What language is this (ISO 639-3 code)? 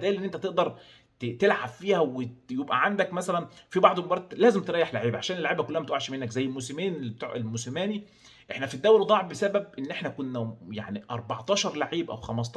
arz